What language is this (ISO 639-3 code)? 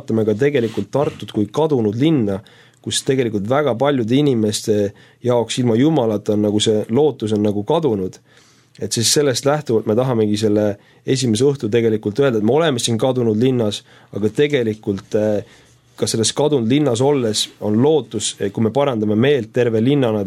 est